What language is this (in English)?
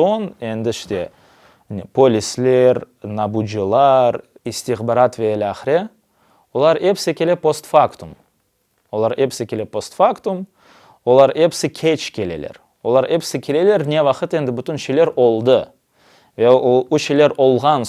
Crimean Tatar